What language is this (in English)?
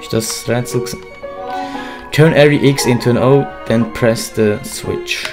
Swiss German